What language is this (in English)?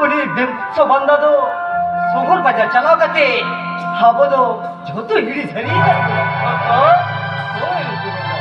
Santali